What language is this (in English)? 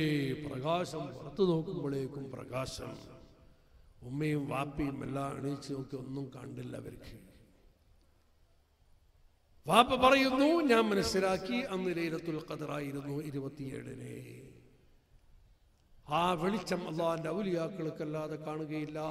Malayalam